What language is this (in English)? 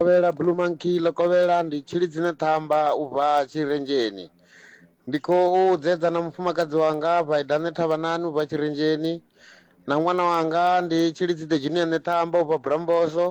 Venda